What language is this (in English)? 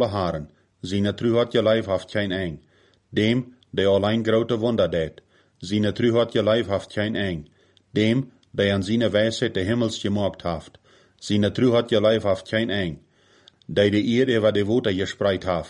Plautdietsch